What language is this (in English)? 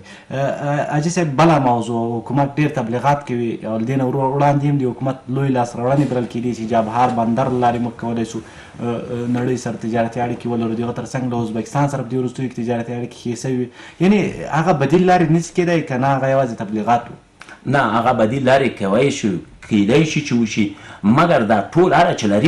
Pashto